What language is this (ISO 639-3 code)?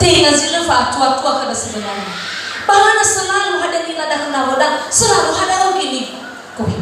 nia